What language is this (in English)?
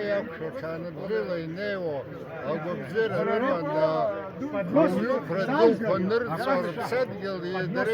Abkhazian